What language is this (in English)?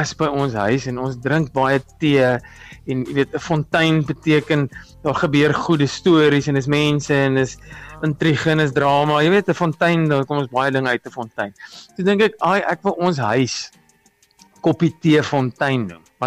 Afrikaans